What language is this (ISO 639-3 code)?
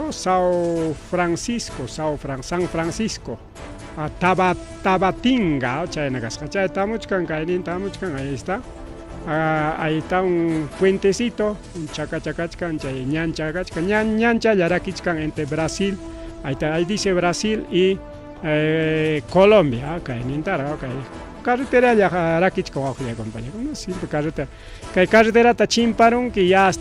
quy